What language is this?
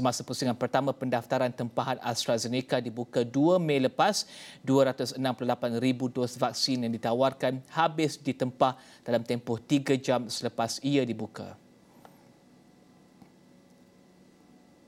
Malay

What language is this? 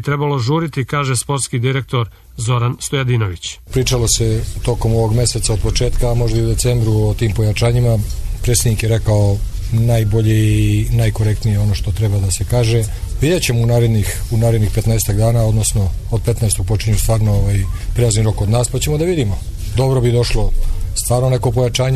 Serbian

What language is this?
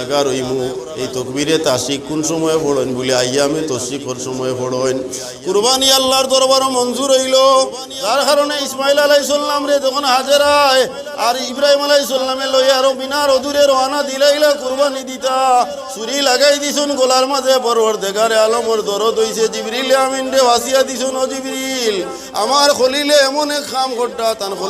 Sylheti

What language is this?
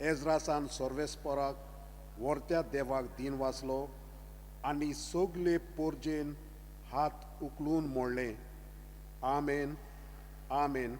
Konkani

